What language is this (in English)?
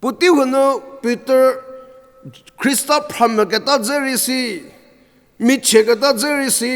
Angami Naga